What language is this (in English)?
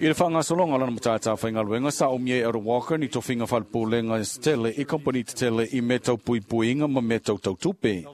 Samoan